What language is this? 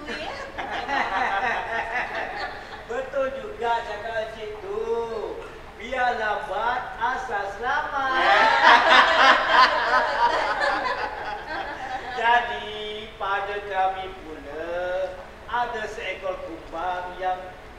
Malay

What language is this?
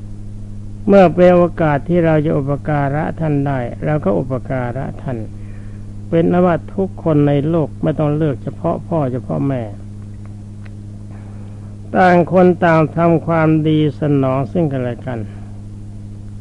Thai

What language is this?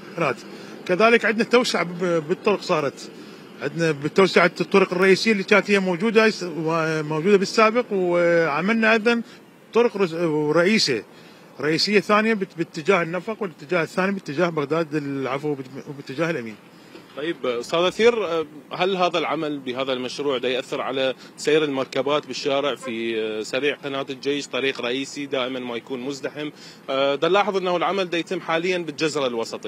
Mesopotamian Arabic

